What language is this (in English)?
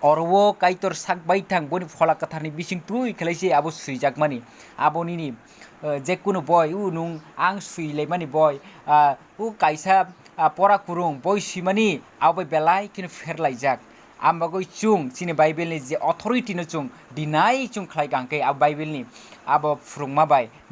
Kok Borok